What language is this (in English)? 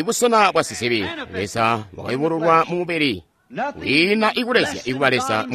Tonga (Zambia)